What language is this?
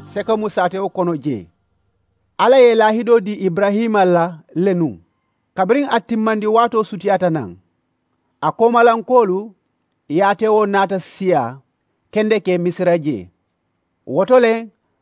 Mandingo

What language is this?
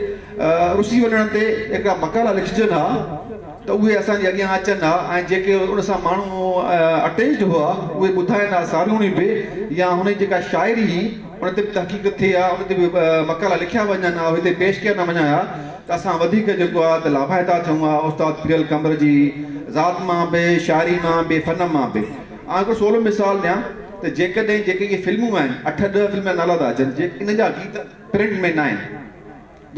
Sindhi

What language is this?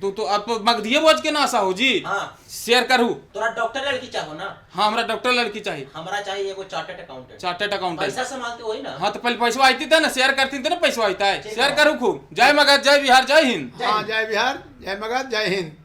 Magahi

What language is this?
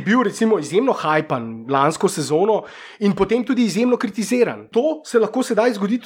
Slovenian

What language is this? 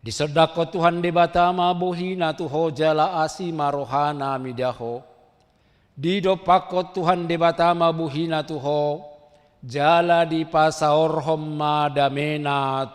Batak Toba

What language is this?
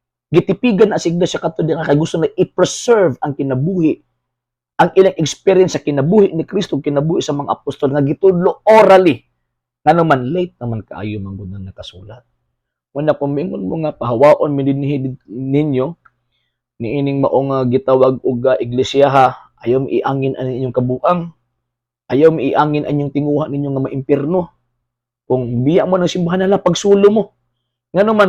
Cebuano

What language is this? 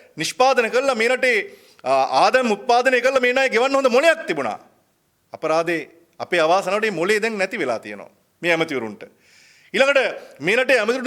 Sinhala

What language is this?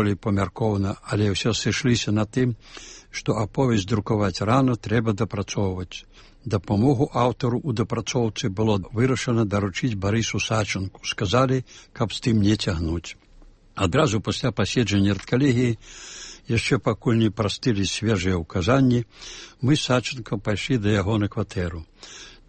Belarusian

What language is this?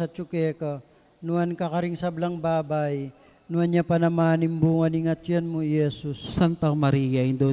Pampanga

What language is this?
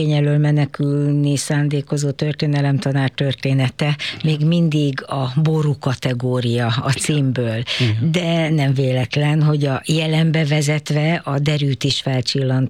Hungarian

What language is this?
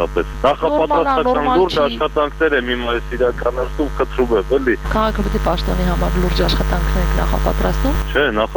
Armenian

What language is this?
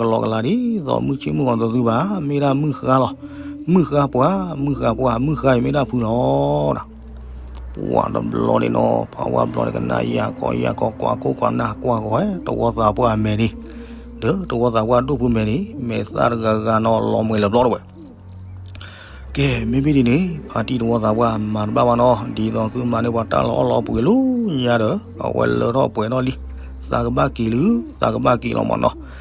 S'gaw Karen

